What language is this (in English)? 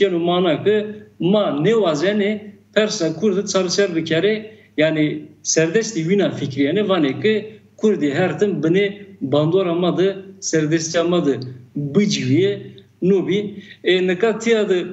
Zaza